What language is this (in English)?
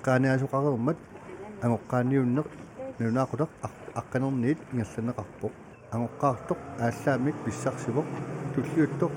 Kalaallisut